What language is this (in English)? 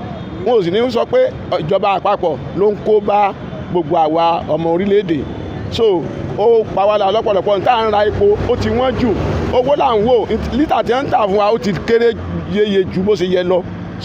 Yoruba